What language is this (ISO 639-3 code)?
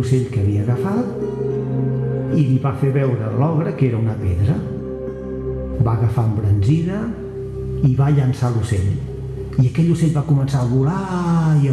cat